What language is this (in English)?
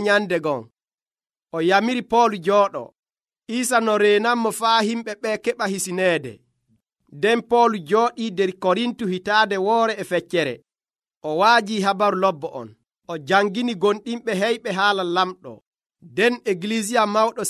Nigerian Fulfulde